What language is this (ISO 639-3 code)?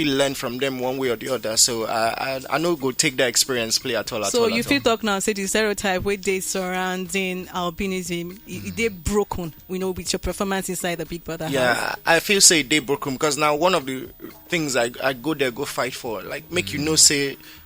pcm